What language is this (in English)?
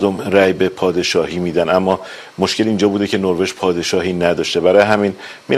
Persian